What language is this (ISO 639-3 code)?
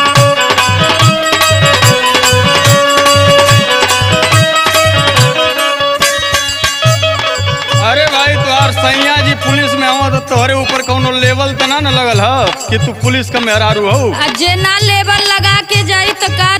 bho